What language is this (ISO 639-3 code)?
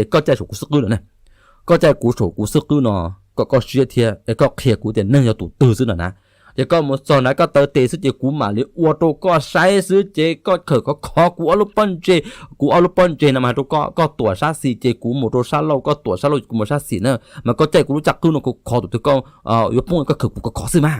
hmn